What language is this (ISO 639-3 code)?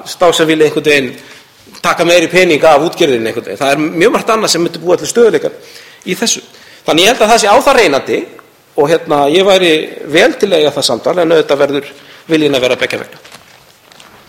isl